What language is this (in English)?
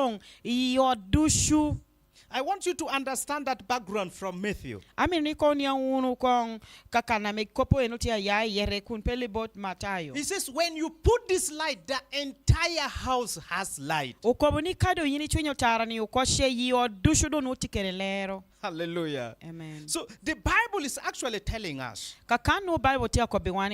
Lango (Uganda)